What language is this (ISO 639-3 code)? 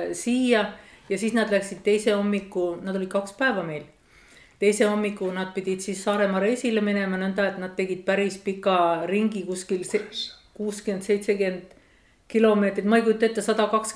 est